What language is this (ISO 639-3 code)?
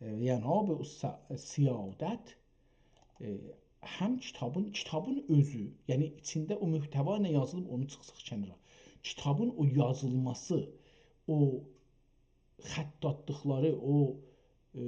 azb